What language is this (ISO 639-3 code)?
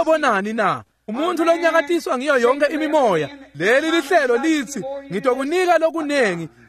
ssw